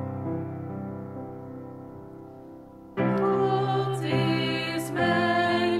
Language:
Dutch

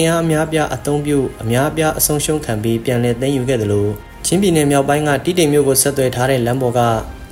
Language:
Burmese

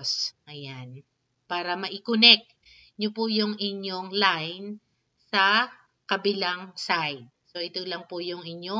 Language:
Filipino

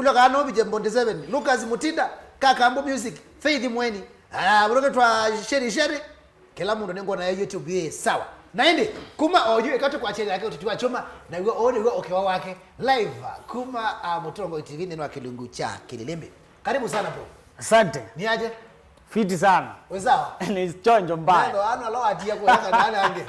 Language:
Kamba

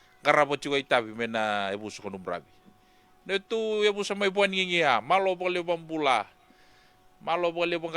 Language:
Fijian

